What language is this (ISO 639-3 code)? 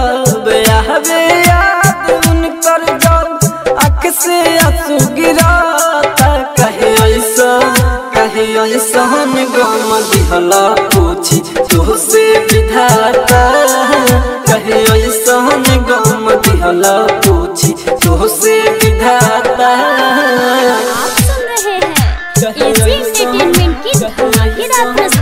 bho